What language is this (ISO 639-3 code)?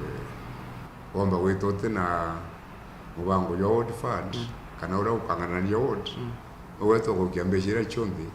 mer